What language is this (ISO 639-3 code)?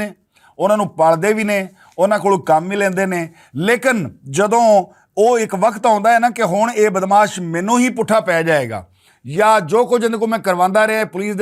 lah